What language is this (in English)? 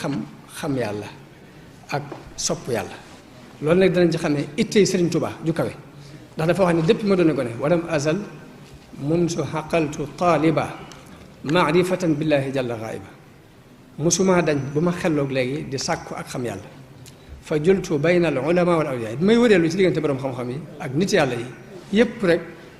Wolof